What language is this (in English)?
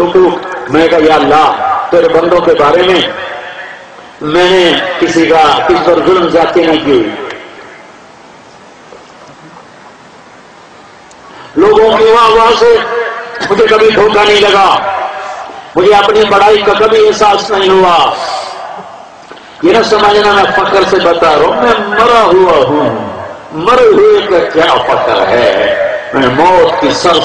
Urdu